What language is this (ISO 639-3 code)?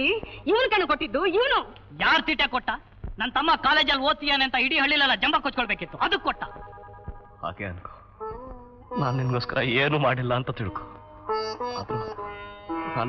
kan